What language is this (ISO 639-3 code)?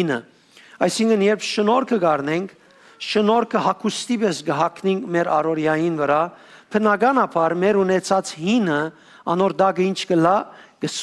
hyw